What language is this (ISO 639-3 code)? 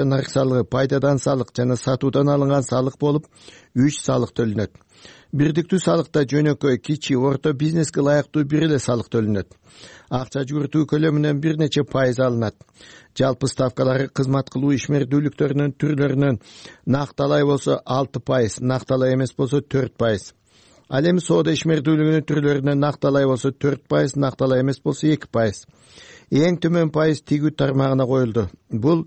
kir